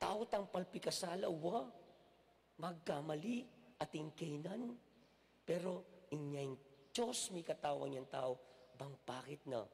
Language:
Pampanga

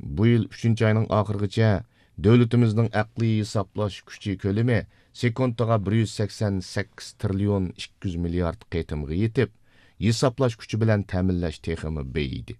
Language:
Uyghur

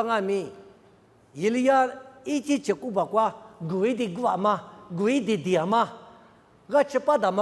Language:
Lisu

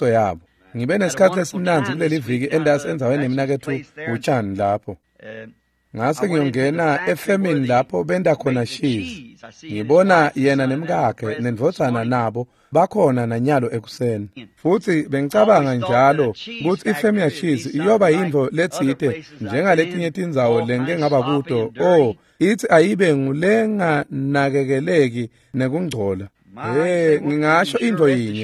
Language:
Swati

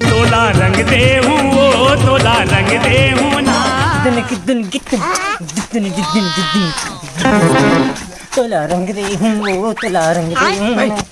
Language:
Chhattisgarhi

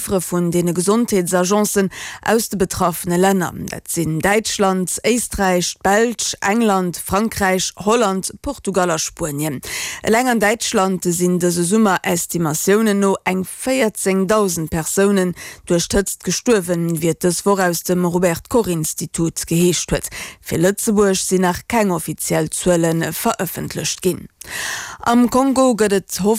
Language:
Luxembourgish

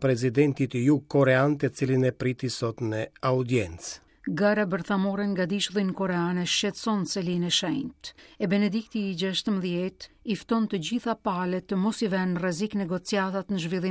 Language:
Albanian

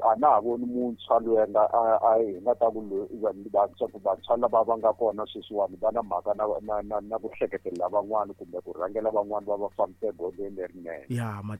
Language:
Tsonga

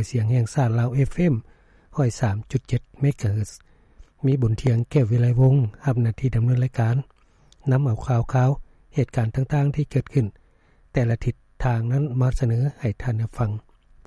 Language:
Lao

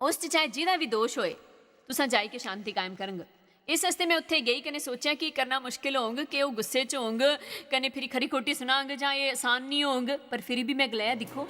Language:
Dogri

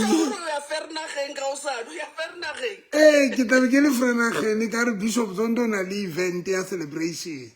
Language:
Southern Sotho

